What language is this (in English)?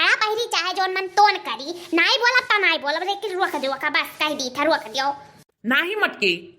Awadhi